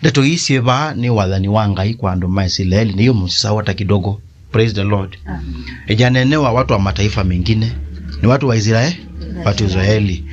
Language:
Kamba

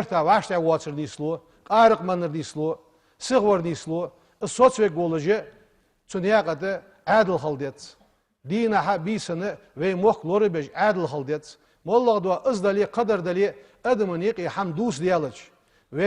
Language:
Ingush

